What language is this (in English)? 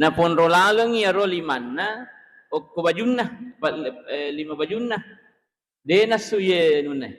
Buginese